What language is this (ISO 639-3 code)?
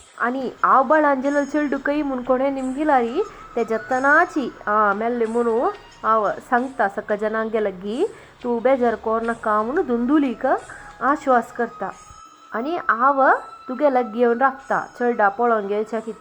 kok